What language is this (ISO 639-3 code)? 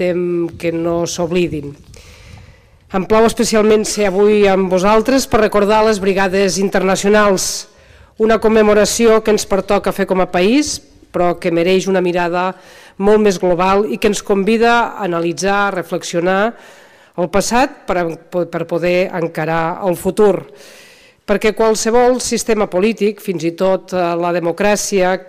cat